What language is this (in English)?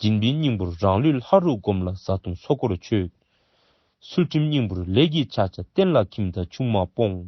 Dzongkha